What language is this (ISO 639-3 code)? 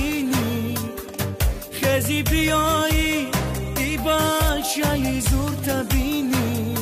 fas